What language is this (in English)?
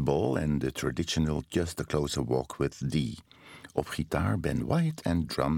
Dutch